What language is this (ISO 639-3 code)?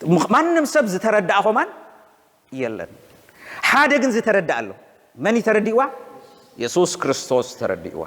tir